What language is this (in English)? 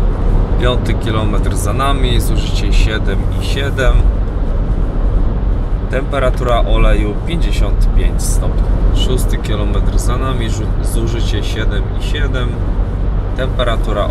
Polish